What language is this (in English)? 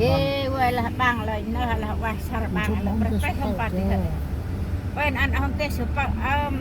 Central Mnong